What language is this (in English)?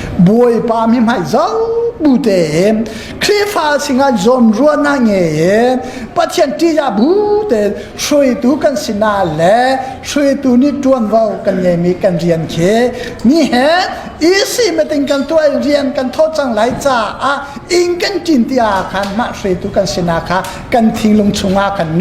Hakha Chin